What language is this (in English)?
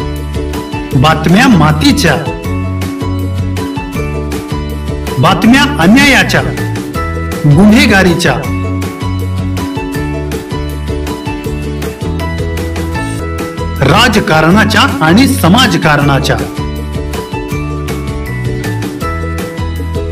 Marathi